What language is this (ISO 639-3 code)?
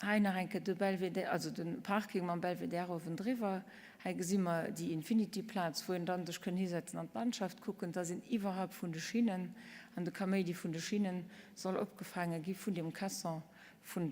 ltz